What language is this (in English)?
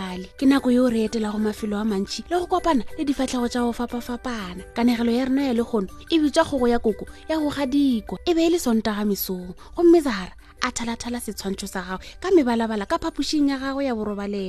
Northern Sotho